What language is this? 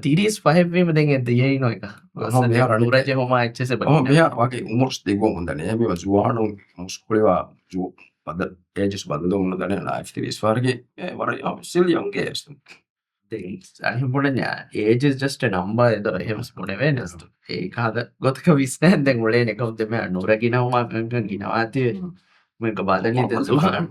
Divehi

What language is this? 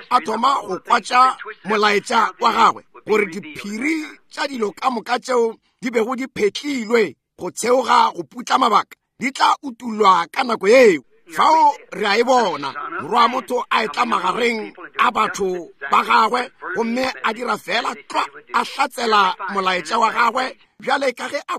Northern Sotho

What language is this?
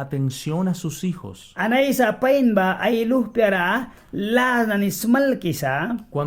Mískito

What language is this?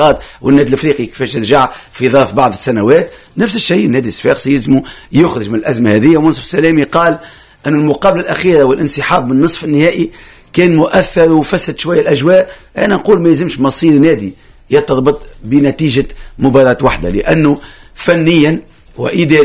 Tunisian Arabic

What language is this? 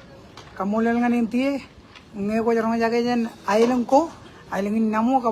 Marshallese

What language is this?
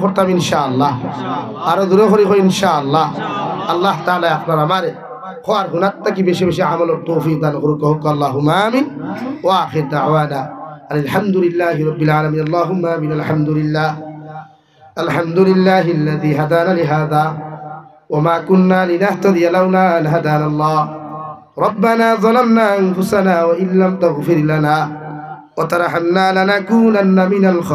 Sylheti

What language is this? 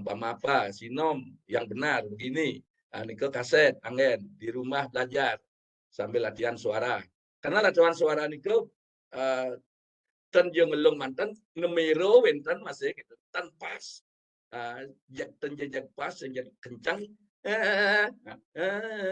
Balinese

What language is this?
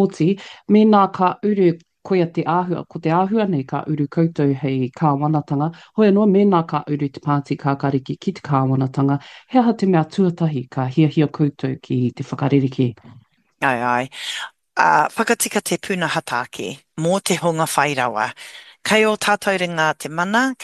Māori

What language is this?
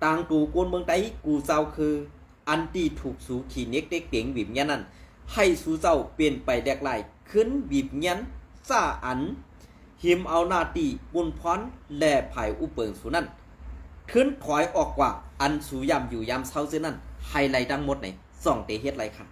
Shan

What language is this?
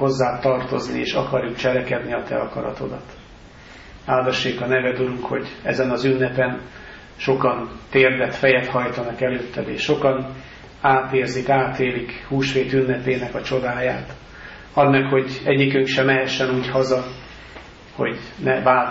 Hungarian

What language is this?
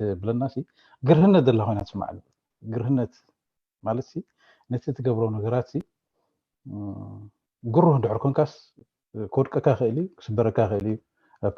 Tigrinya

